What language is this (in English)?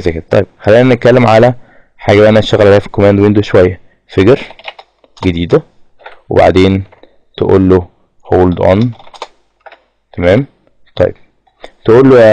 Egyptian Arabic